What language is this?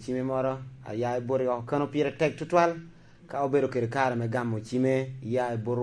Lango (Uganda)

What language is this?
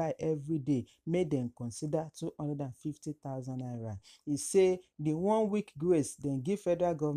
Nigerian Pidgin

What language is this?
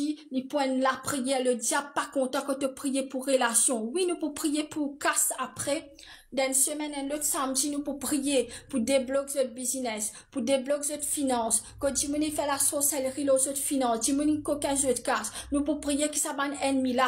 Morisyen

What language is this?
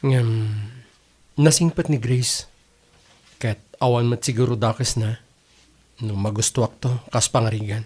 Iloko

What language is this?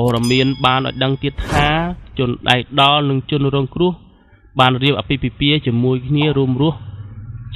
Khmer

